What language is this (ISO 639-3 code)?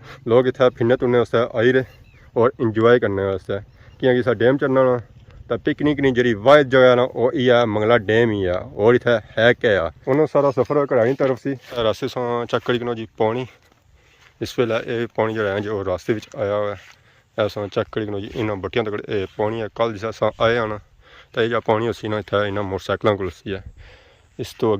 phr